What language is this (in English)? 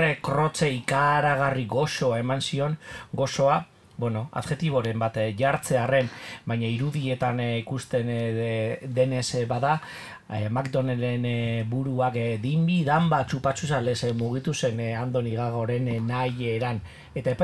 Basque